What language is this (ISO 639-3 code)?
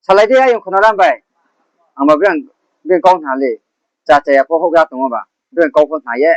ria